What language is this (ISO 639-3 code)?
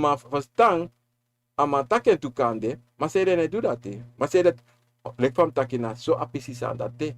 srn